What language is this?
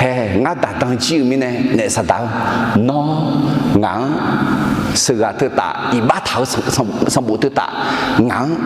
Akha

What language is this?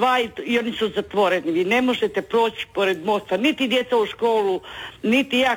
Croatian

